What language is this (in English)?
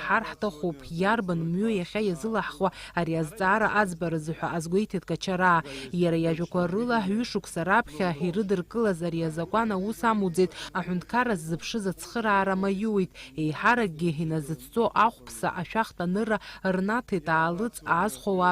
Abkhazian